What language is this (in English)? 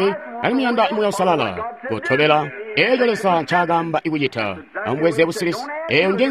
Tonga (Zambia)